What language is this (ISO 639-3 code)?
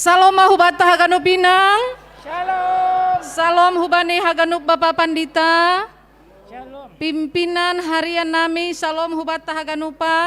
bts